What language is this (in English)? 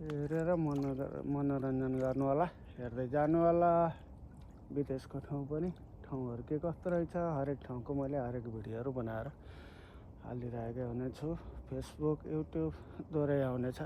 Nepali